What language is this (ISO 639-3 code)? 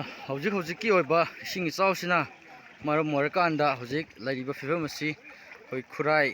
mni